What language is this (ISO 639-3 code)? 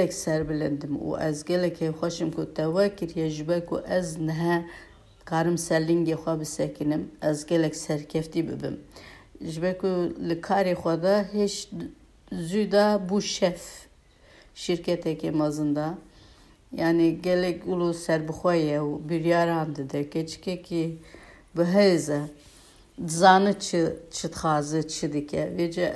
kur